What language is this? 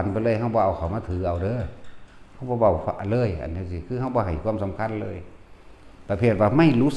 Northeastern Thai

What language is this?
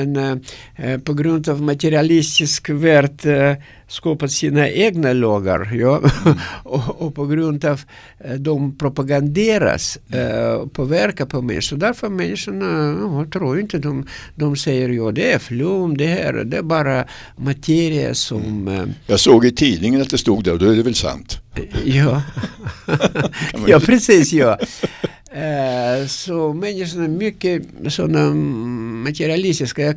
Swedish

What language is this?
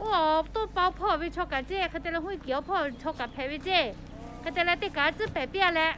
Lahu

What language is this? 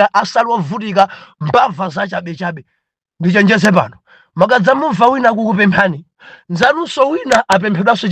Nyanja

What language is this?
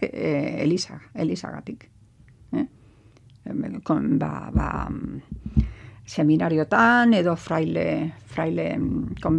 Basque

